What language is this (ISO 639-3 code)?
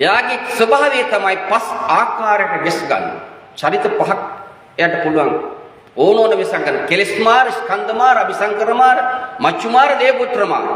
sin